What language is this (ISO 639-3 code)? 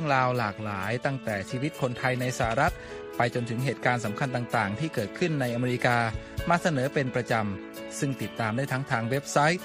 tha